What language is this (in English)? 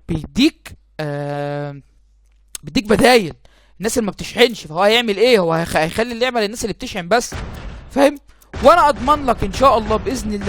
Egyptian Arabic